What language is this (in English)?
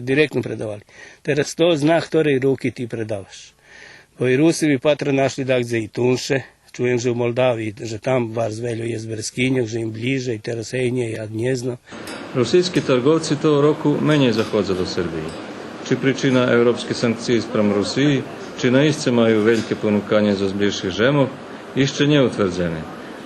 Rusyn